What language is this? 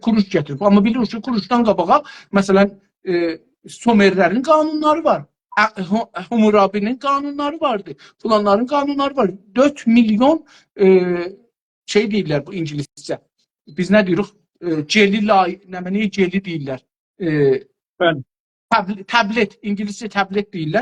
South Azerbaijani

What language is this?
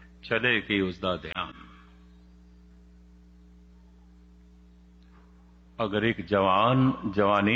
Punjabi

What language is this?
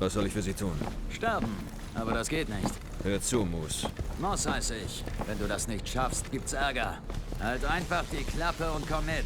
Bavarian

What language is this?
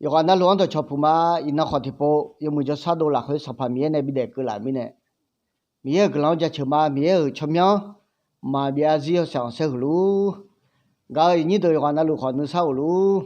Akha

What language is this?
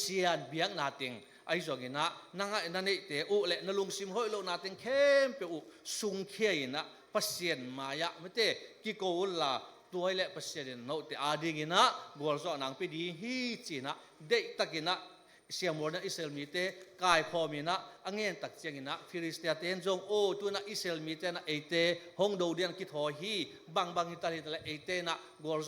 Tedim Chin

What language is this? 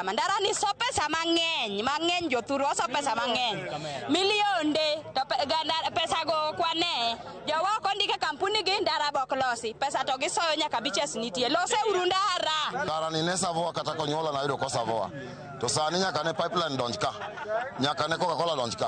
Luo (Kenya and Tanzania)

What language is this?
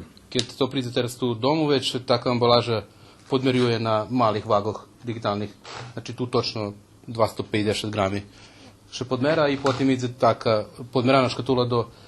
Rusyn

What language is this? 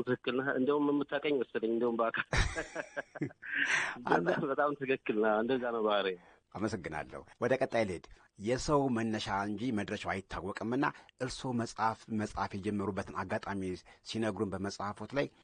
Amharic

